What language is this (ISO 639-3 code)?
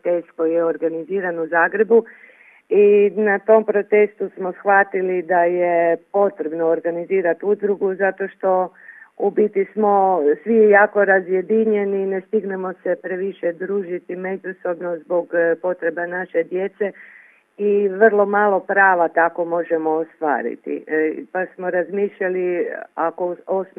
hrv